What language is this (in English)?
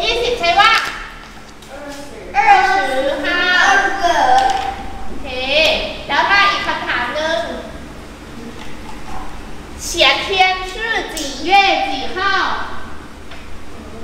Thai